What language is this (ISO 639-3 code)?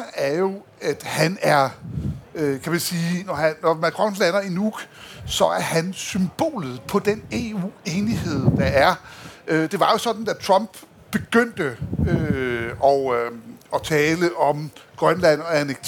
dan